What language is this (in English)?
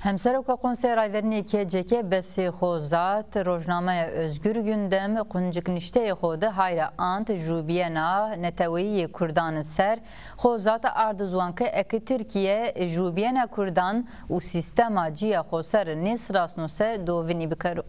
Zaza